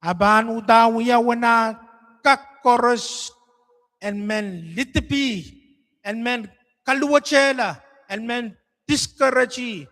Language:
Pohnpeian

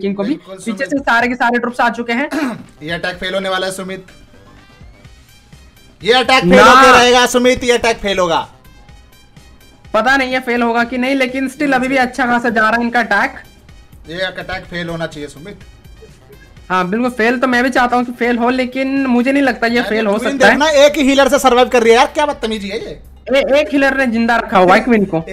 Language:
Hindi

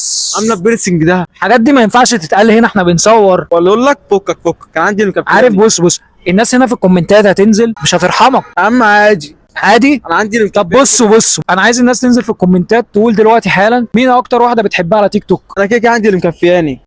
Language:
Egyptian Arabic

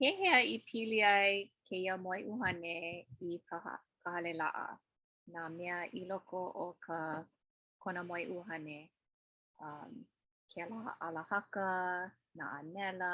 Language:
Hawaiian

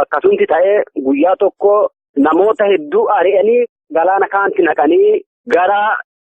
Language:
Oromo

